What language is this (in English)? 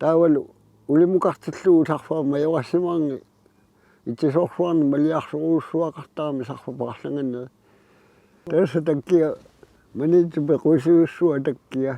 Kalaallisut